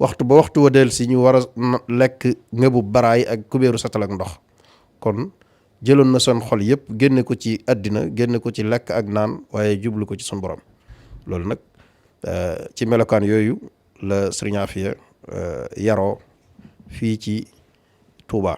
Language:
Wolof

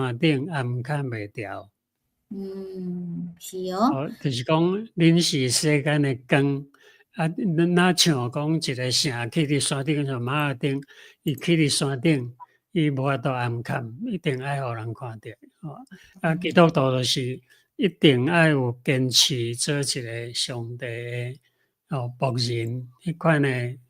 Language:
Min Nan Chinese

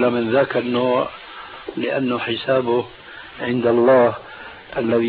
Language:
Arabic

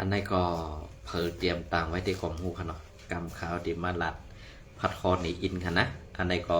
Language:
Shan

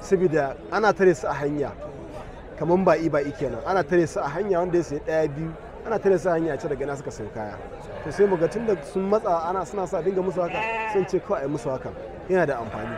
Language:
Hausa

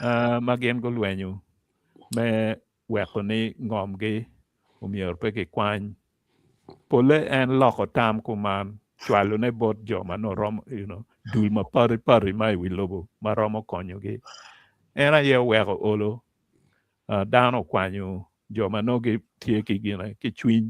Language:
Acoli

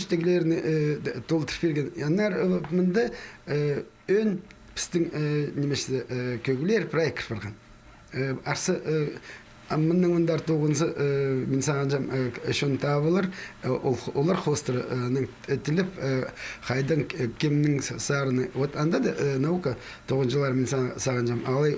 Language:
Khakas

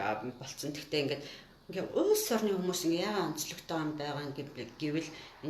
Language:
Mongolian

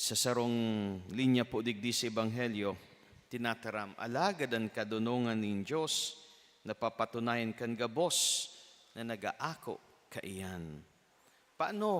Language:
Bikol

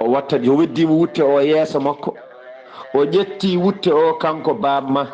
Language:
Fula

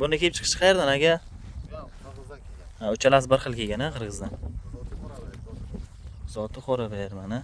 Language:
Uzbek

